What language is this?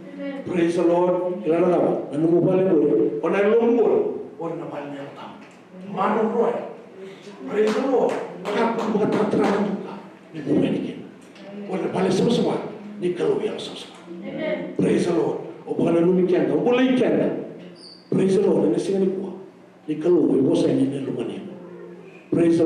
Fijian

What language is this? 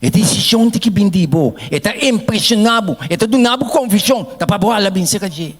Papiamento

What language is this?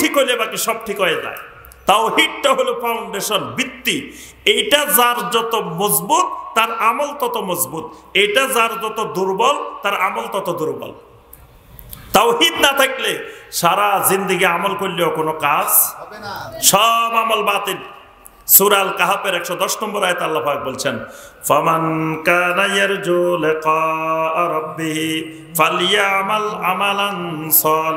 Bangla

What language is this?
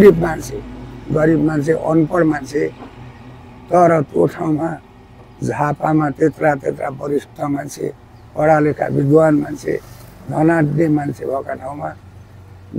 Nepali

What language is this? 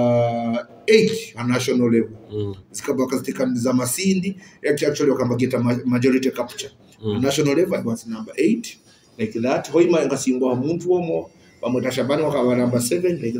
Nyoro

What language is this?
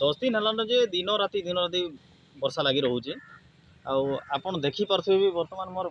Odia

